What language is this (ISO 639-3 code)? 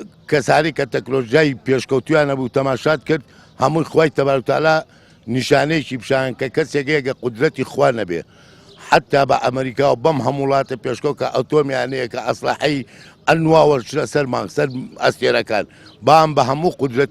ckb